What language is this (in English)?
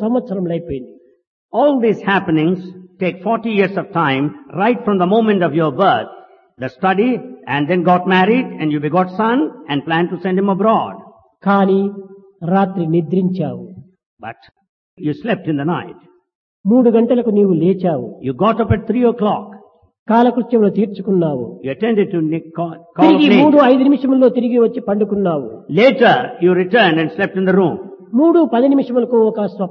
Telugu